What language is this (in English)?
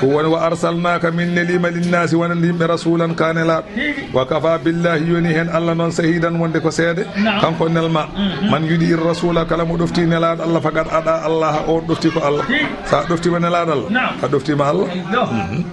Fula